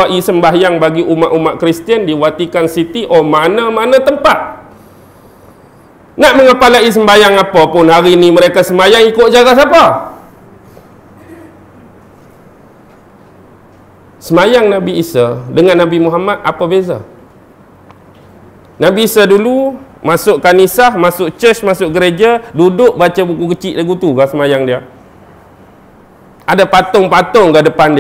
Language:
Malay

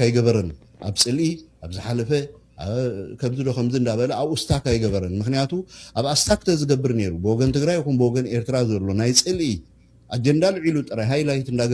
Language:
Tigrinya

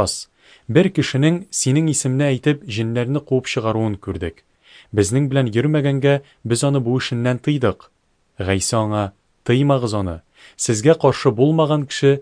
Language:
Tatar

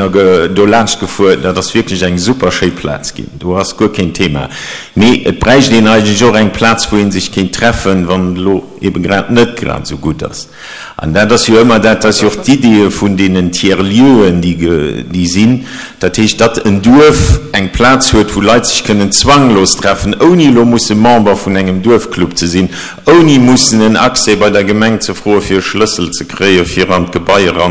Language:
Luxembourgish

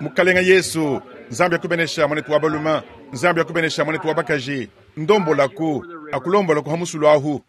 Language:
Luba-Lulua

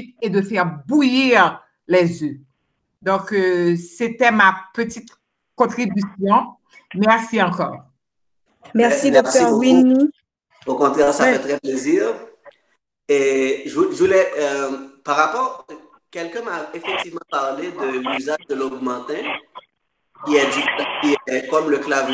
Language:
French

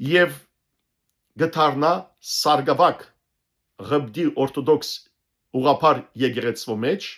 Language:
Western Armenian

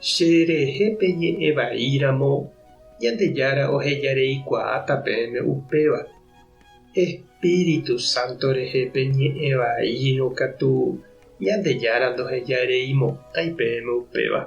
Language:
Guarani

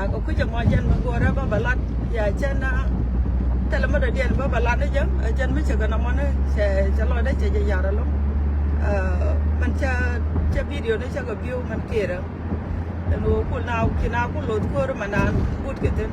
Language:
Nuer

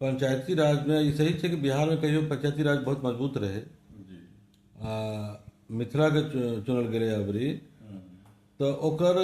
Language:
Maithili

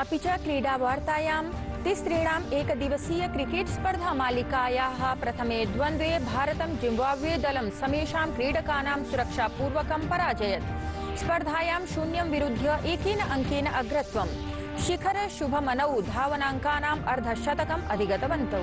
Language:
Sanskrit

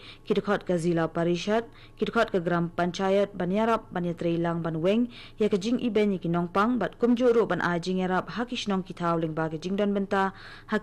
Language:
Khasi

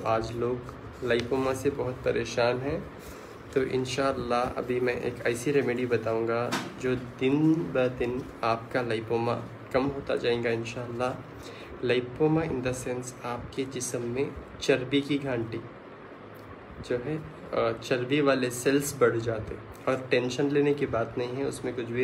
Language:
Hindi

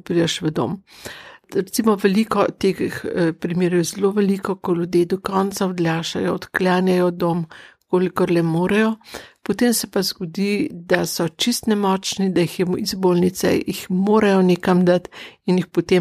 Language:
Slovenian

